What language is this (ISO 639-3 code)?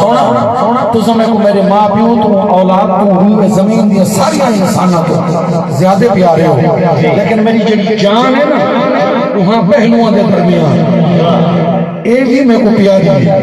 skr